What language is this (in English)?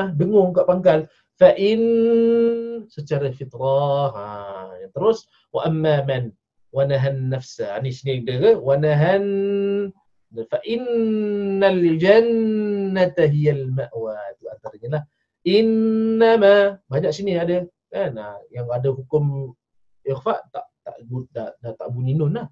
Malay